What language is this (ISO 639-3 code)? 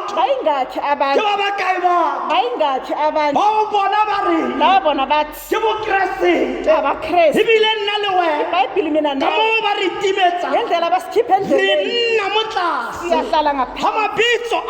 tsn